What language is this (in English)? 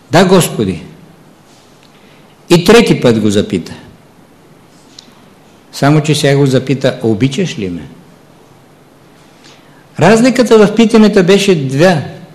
Bulgarian